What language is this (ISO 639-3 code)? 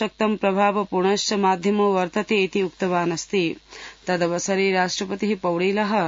san